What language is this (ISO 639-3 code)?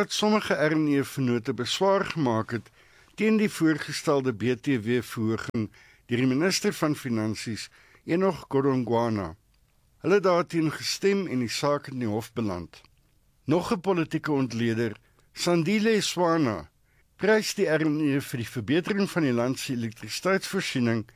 afr